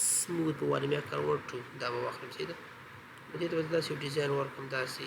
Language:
Pashto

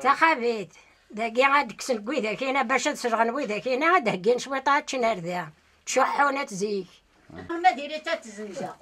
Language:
Kabyle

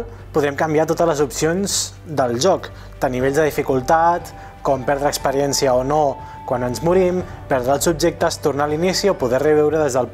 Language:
Catalan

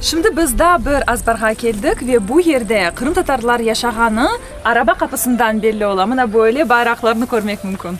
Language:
Crimean Tatar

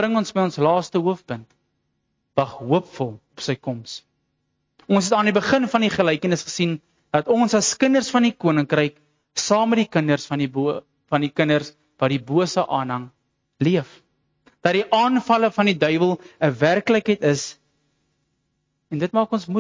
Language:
Afrikaans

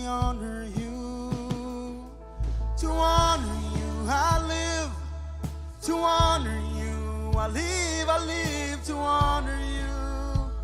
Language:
Marshallese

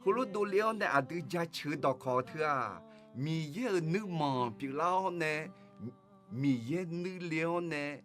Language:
Akha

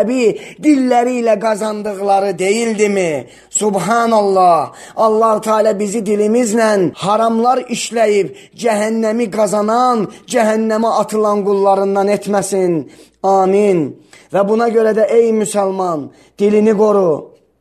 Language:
Azerbaijani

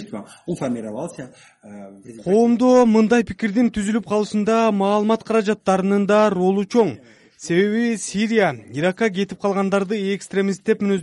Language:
Kyrgyz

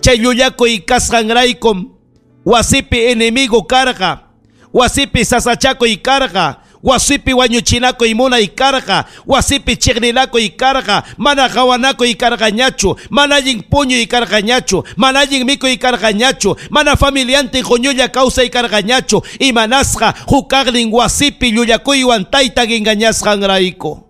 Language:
Ayacucho Quechua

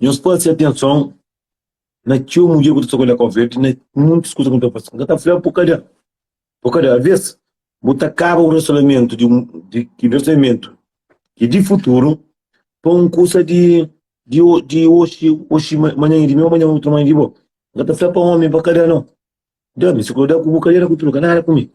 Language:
Kabuverdianu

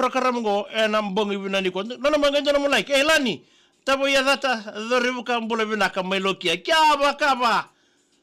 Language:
Fijian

